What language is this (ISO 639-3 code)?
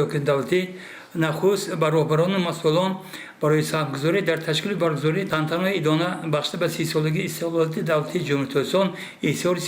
tgk